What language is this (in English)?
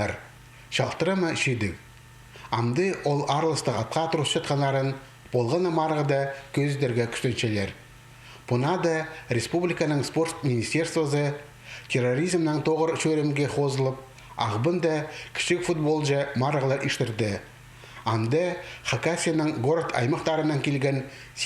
Khakas